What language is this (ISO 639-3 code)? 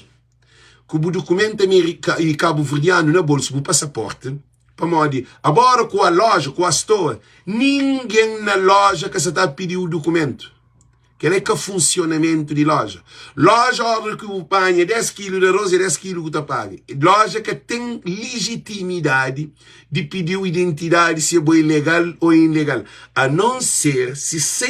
kea